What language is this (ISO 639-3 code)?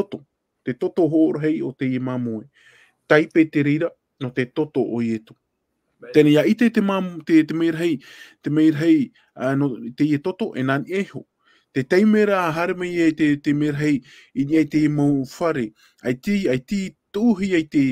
tah